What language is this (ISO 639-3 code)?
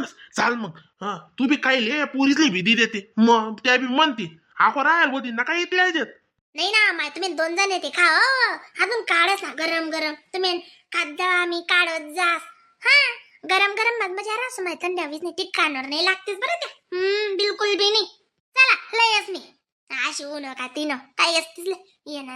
khn